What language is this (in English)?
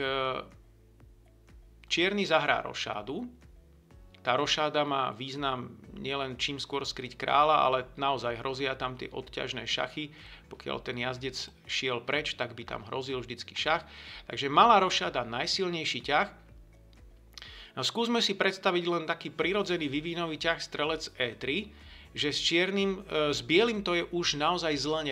Slovak